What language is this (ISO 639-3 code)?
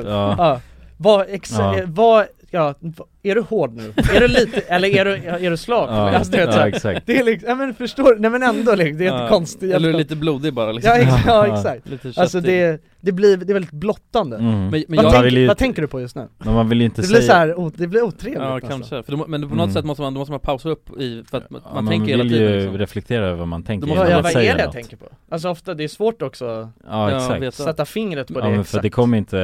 swe